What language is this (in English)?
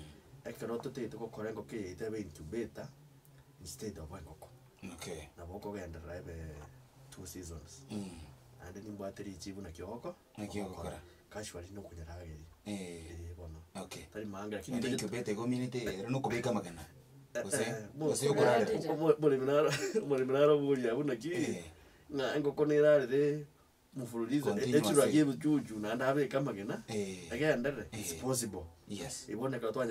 Gusii